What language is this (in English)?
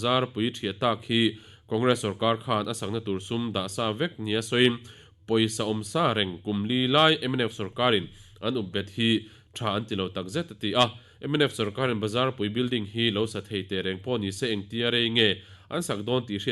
Mizo